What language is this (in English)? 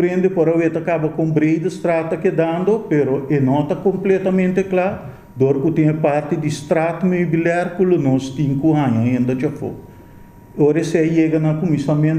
Papiamento